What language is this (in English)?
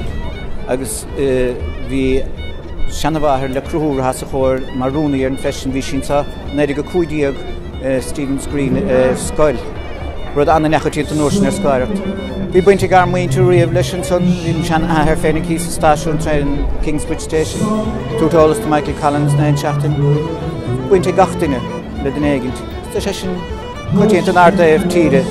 Irish